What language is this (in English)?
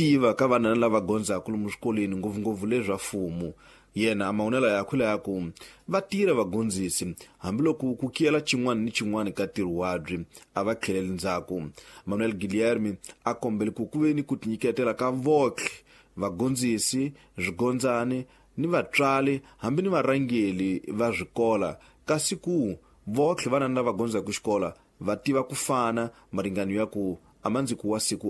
Tsonga